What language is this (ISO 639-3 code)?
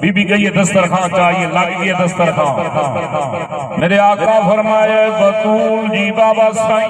skr